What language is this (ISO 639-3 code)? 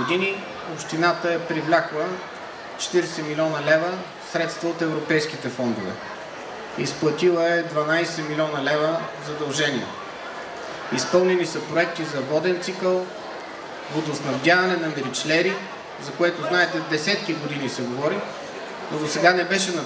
bul